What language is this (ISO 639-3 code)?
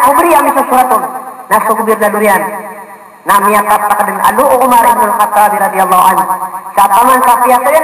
mrw